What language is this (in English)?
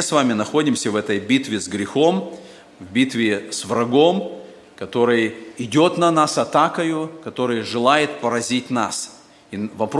Russian